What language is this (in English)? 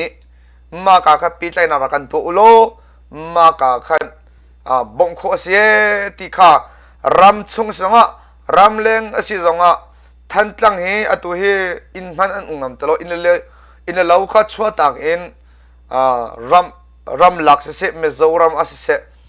Hakha Chin